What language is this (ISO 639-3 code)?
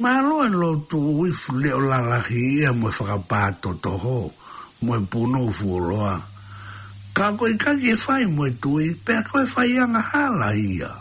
ton